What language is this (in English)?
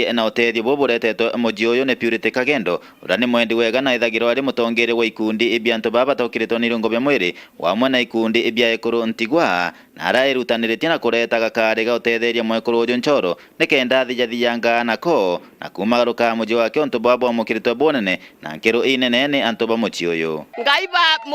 Meru